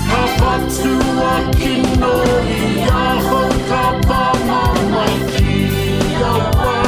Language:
Māori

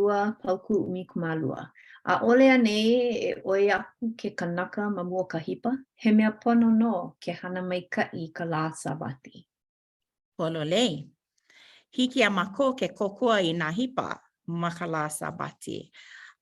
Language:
Hawaiian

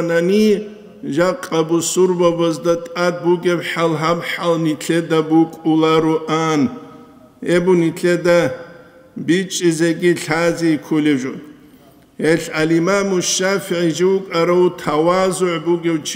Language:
Avaric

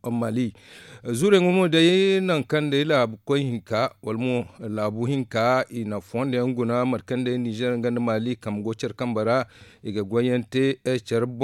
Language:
Zarma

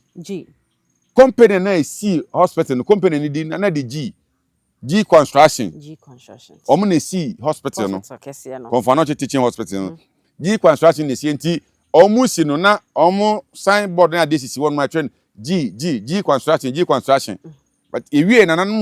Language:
Akan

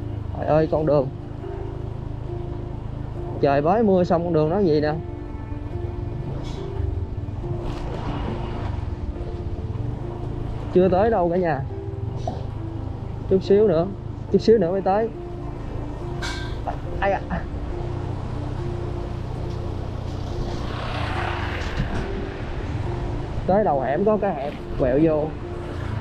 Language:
Vietnamese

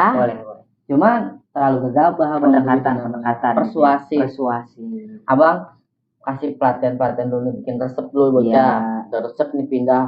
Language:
Betawi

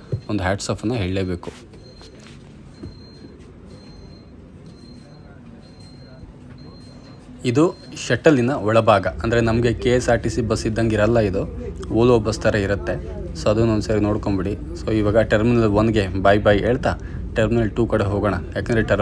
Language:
Kannada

